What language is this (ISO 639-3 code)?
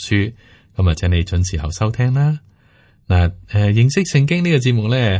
yue